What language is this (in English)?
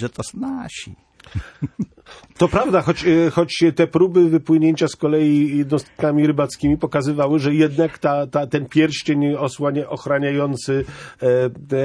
Polish